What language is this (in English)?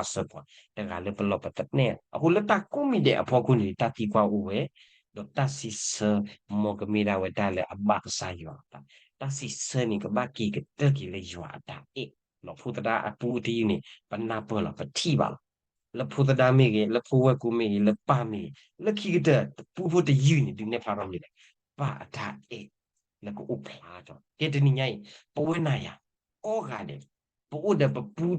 S'gaw Karen